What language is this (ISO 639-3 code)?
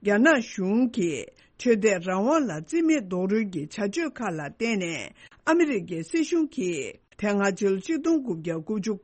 bod